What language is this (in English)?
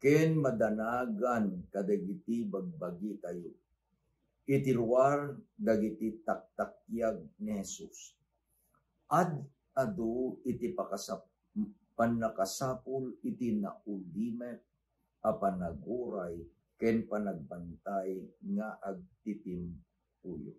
Iloko